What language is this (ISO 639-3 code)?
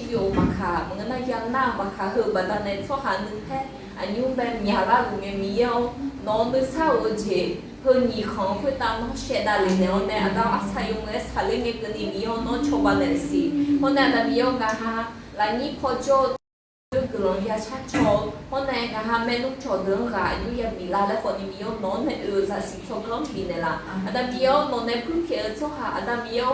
ahk